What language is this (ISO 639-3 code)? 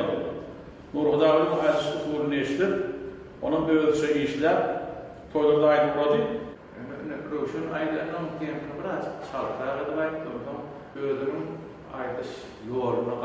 tuk